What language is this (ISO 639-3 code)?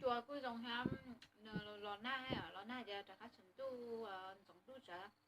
hmn